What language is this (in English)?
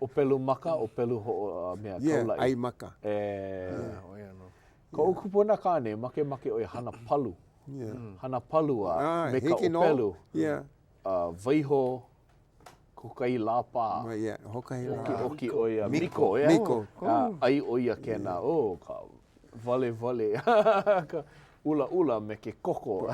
Hawaiian